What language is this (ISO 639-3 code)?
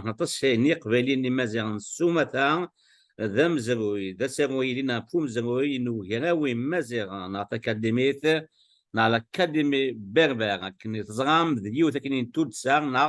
kab